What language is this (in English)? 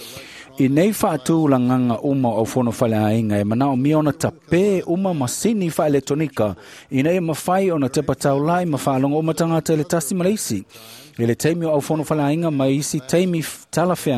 Samoan